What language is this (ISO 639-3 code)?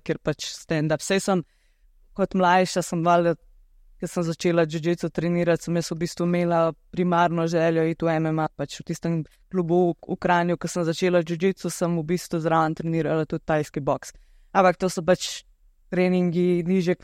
slv